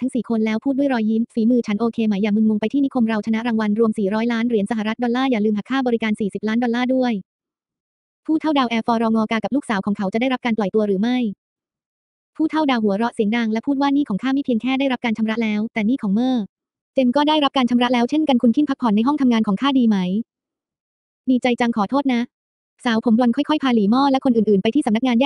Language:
Thai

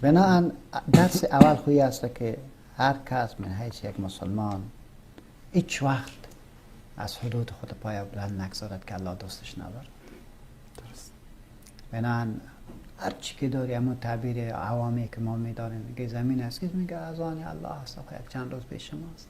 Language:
Persian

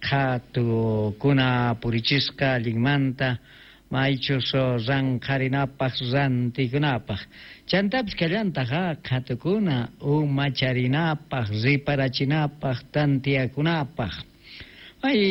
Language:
Quechua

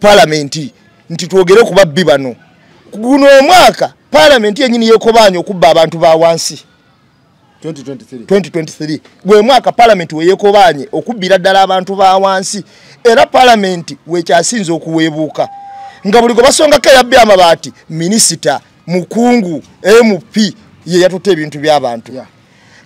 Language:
Ganda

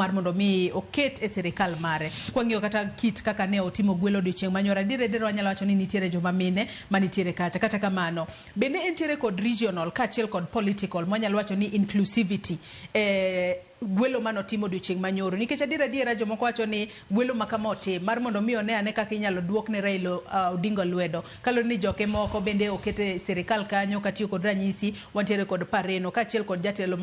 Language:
Luo (Kenya and Tanzania)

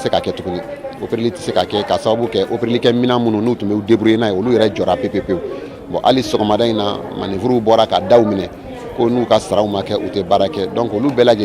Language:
Bambara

